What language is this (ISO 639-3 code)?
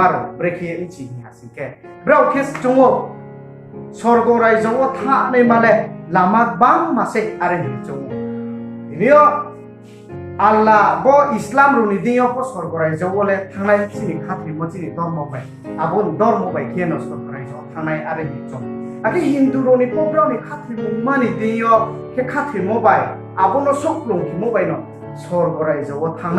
ria